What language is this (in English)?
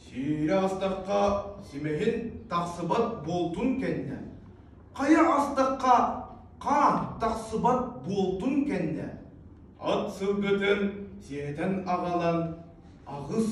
Yakut